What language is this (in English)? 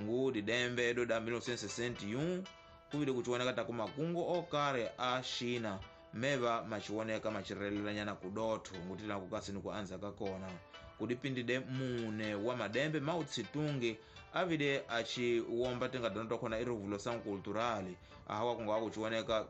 Tsonga